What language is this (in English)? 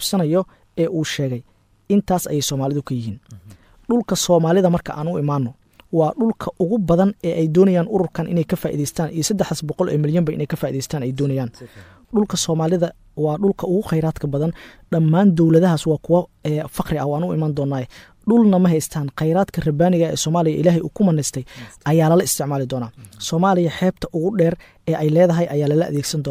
Somali